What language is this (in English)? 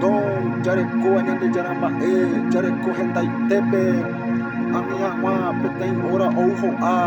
Guarani